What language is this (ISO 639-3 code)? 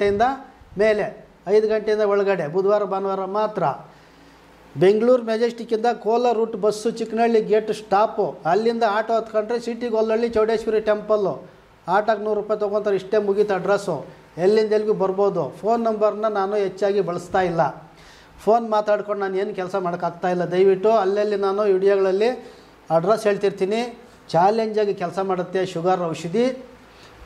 kan